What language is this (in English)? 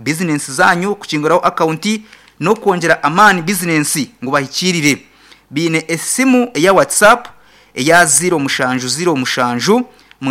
Nyankole